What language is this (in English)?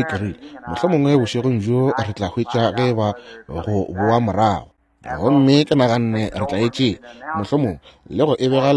Northern Sotho